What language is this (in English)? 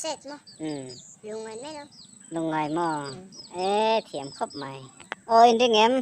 Mizo